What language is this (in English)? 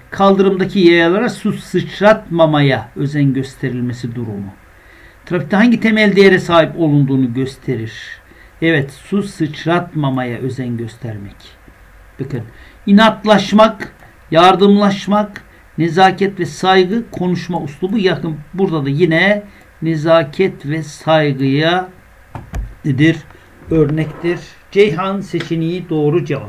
Turkish